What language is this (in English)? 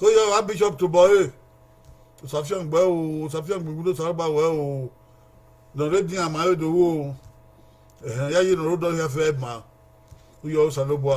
Bini